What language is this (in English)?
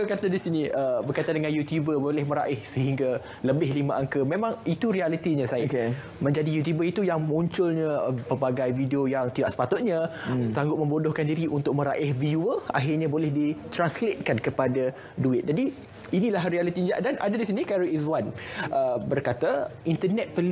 Malay